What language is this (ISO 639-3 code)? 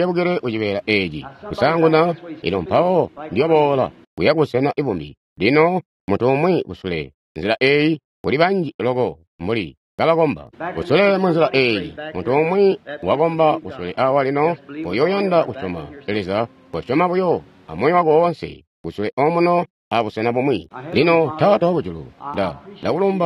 toi